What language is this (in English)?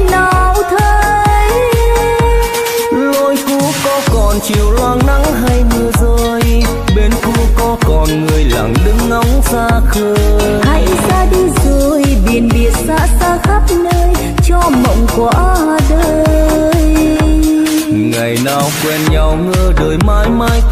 Vietnamese